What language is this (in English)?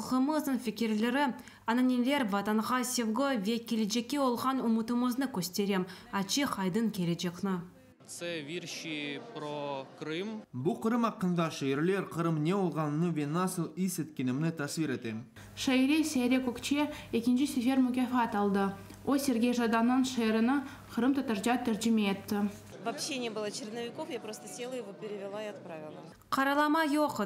Crimean Tatar